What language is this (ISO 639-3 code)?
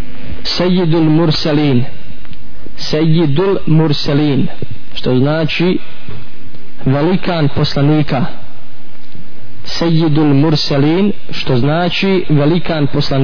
bos